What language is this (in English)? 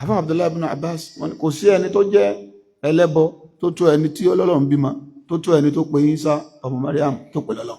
Yoruba